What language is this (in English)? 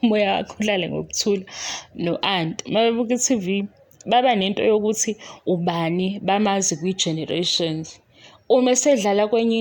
Zulu